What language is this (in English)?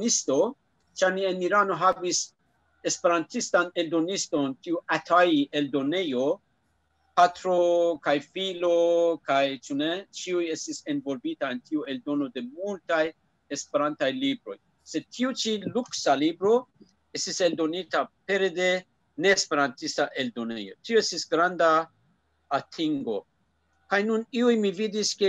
Esperanto